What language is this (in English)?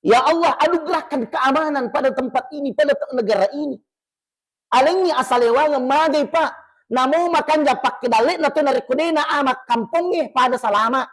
Buginese